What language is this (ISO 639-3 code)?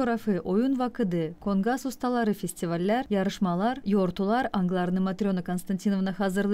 gag